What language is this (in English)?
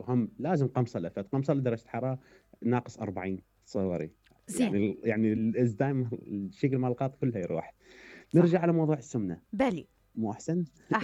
Mesopotamian Arabic